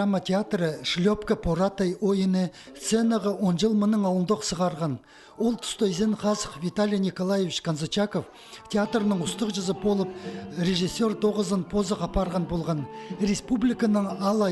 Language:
Khakas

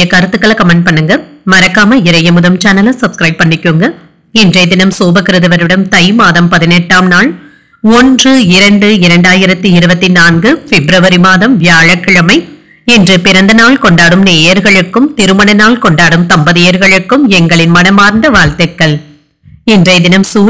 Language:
Tamil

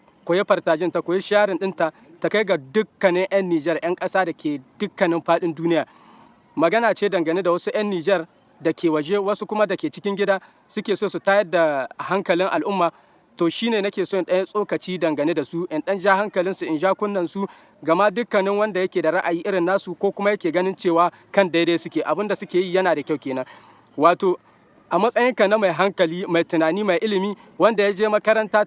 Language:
Hausa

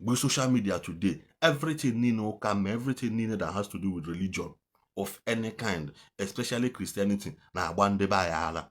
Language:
Igbo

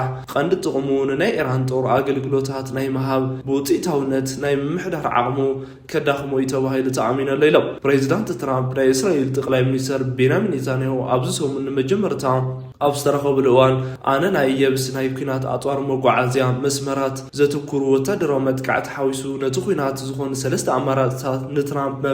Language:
Tigrinya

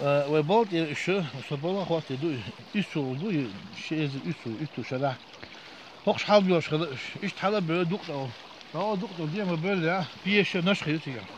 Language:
Chechen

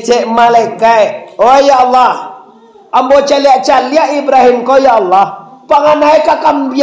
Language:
Minangkabau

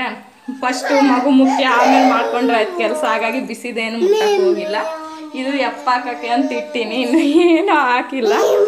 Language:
Kannada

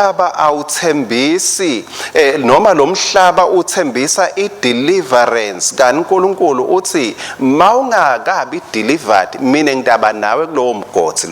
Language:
Swati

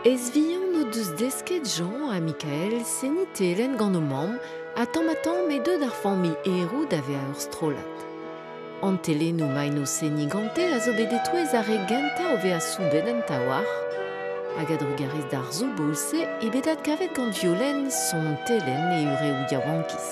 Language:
Breton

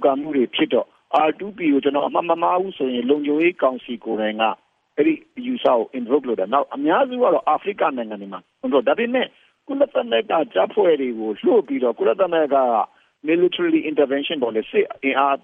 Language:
Burmese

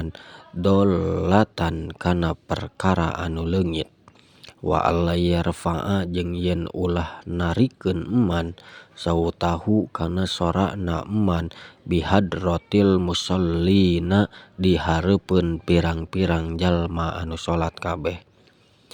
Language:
Sundanese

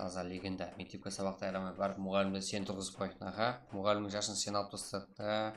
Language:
Kara-Kalpak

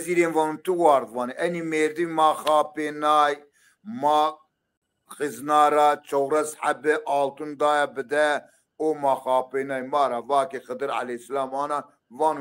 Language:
Zaza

